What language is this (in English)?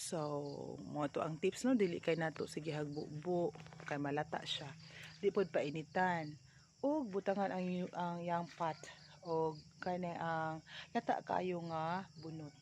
Cebuano